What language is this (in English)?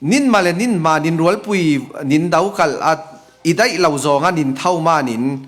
Falam Chin